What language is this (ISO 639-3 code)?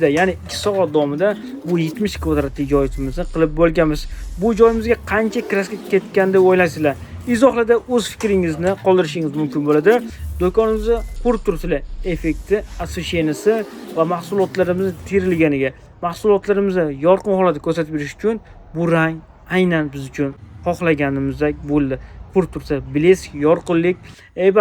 uzb